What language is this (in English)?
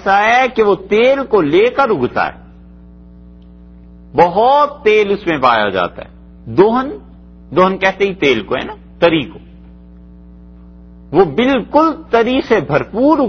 Urdu